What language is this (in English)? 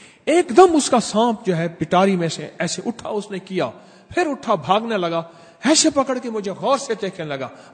Urdu